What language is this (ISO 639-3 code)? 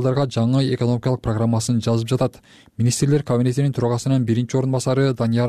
kir